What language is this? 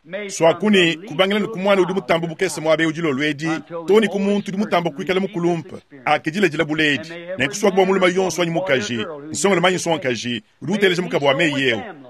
Luba-Lulua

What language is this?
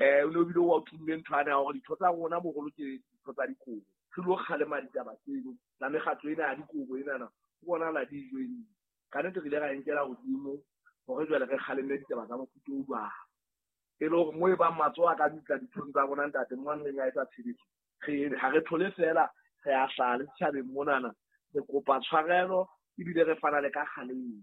Southern Sotho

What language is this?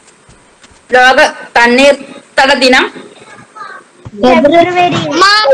Malayalam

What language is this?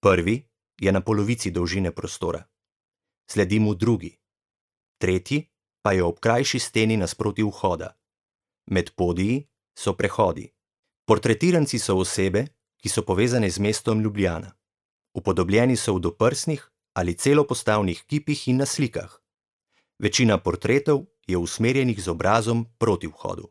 Slovenian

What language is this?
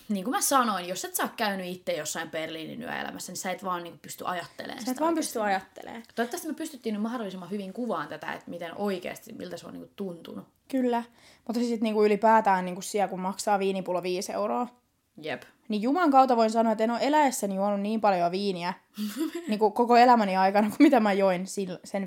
Finnish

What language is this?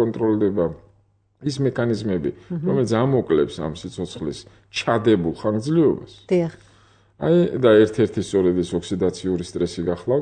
Georgian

